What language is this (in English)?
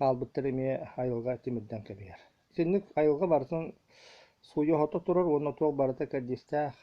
Yakut